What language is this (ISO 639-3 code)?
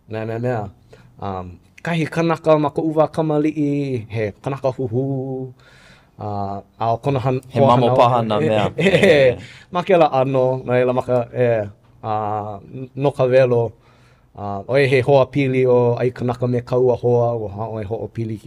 haw